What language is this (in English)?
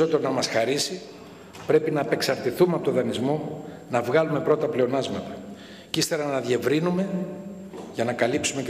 Greek